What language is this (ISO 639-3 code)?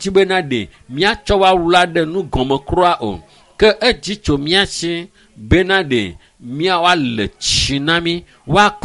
ewe